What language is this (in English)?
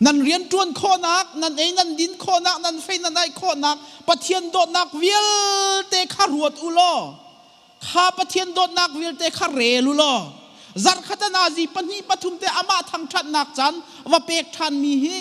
Hakha Chin